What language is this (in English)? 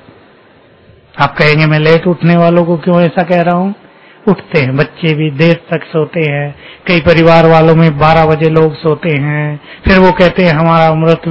Hindi